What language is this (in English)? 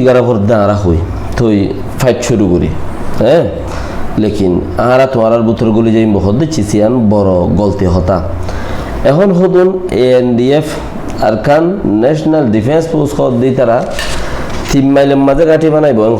Rohingya